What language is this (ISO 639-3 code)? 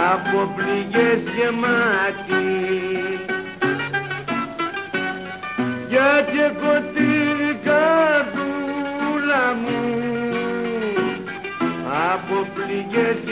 ell